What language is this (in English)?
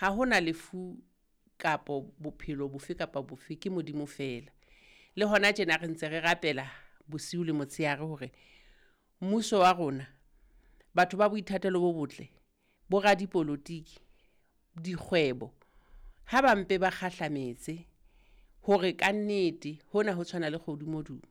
Southern Sotho